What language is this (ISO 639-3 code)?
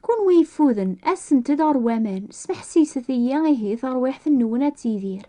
kab